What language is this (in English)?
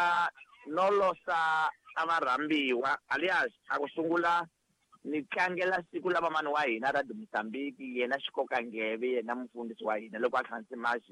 Tsonga